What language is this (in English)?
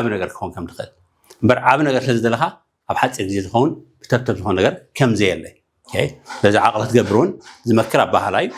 Tigrinya